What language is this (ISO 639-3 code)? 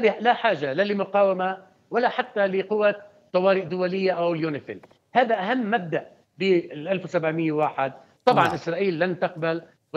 ara